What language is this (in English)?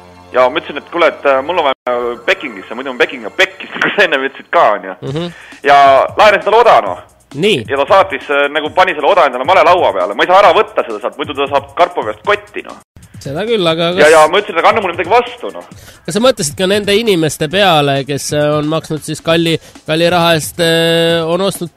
Estonian